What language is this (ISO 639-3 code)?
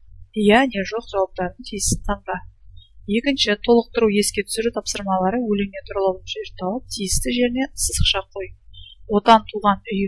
kaz